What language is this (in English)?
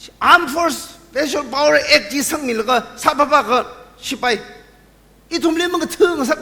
Tangkhul Naga (India)